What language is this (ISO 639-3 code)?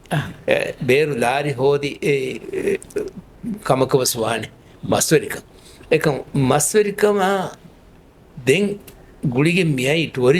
div